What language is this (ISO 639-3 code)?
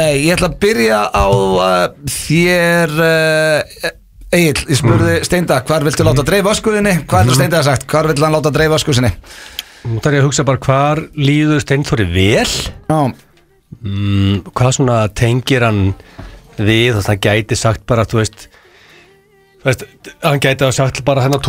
isl